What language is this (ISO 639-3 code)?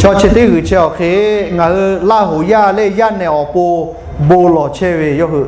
lhu